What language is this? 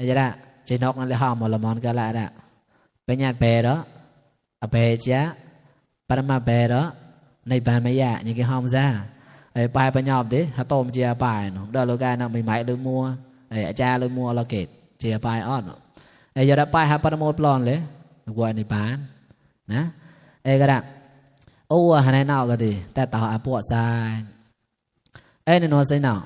Mon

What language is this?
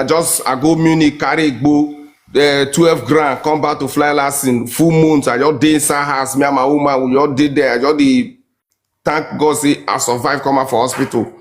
Nigerian Pidgin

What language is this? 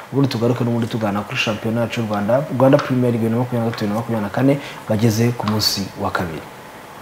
Kinyarwanda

